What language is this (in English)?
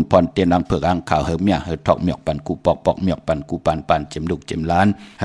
Shan